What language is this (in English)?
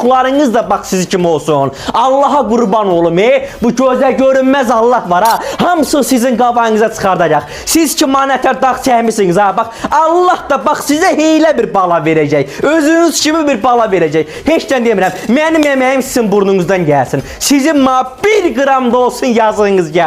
Azerbaijani